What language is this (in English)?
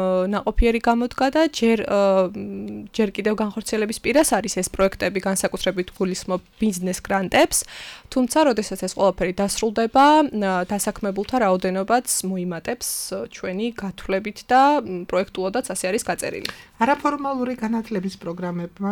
Georgian